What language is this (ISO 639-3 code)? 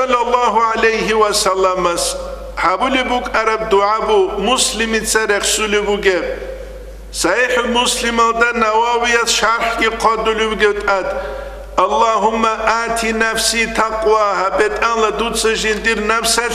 ava